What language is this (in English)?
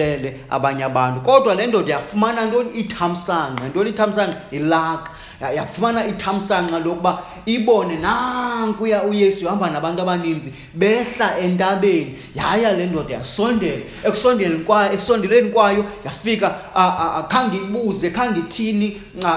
Xhosa